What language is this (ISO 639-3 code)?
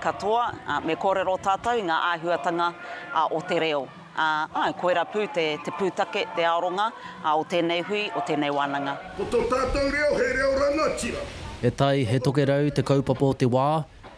mri